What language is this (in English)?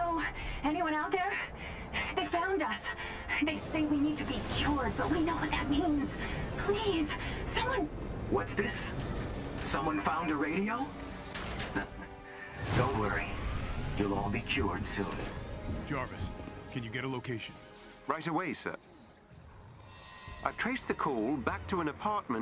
English